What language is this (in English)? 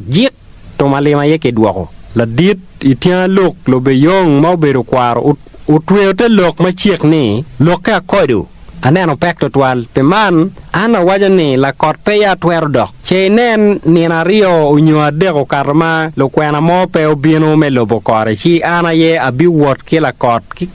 Acoli